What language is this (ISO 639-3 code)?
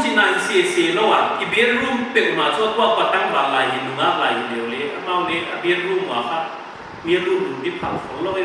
pck